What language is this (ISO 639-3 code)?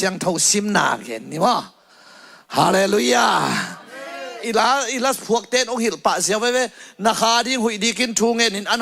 ctd